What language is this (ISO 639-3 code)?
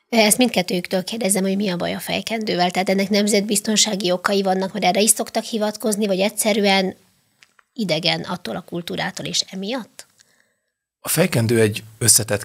hun